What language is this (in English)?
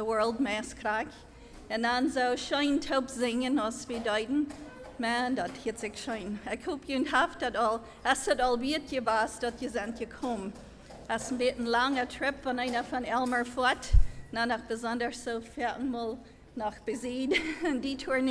Plautdietsch